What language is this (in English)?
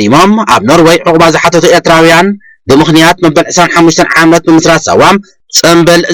Tigrinya